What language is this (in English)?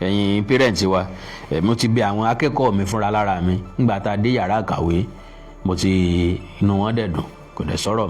Yoruba